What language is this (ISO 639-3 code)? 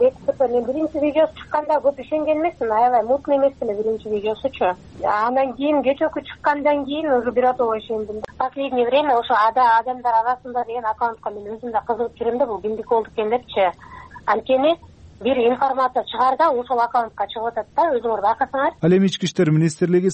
kir